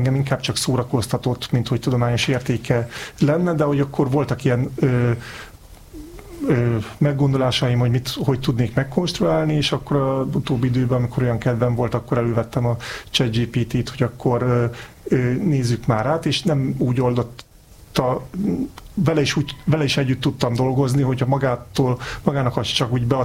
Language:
Hungarian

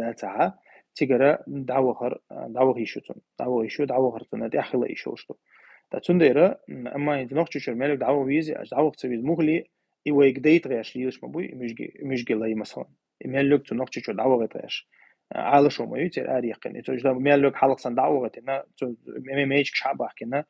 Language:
Chechen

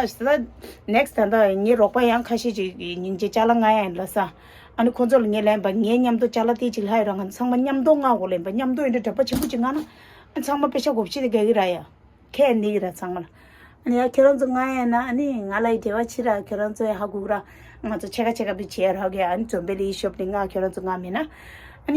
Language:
Tibetan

